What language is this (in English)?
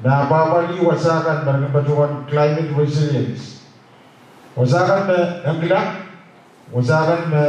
Pohnpeian